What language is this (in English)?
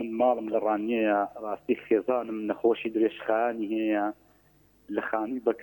Central Kurdish